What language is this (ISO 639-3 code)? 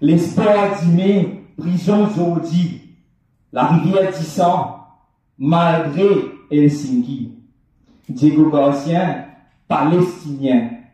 mfe